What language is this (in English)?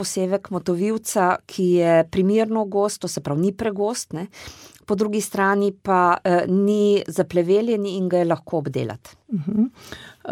Slovenian